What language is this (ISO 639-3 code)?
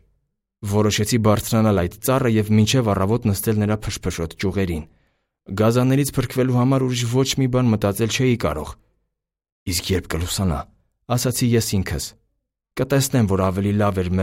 hye